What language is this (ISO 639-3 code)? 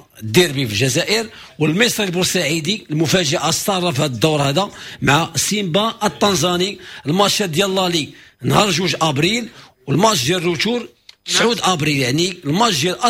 ary